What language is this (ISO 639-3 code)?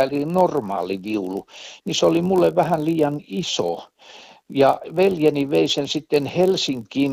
fin